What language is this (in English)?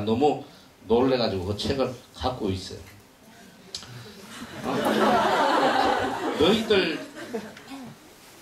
Korean